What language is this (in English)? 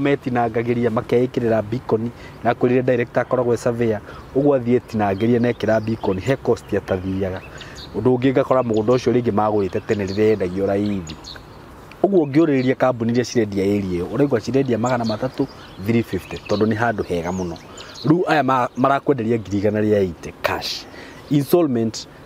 Kikuyu